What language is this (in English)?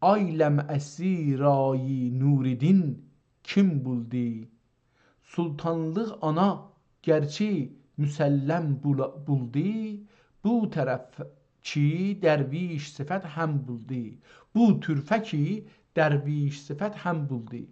South Azerbaijani